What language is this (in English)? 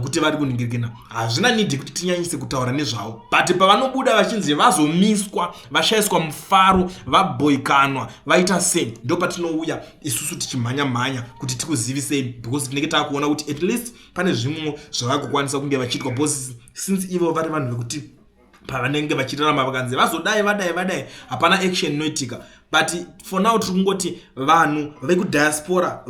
Shona